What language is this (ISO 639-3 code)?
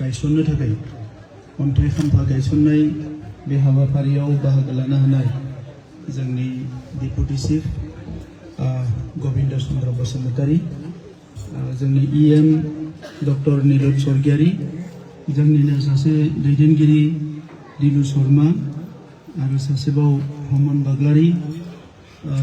brx